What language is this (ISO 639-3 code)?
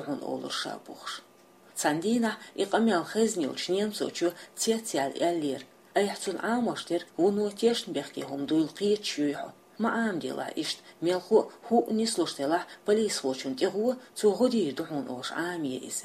che